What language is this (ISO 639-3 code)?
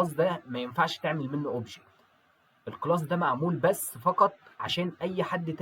arz